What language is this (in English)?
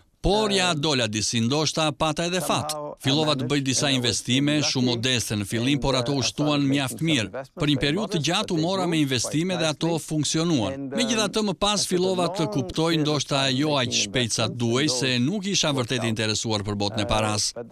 Albanian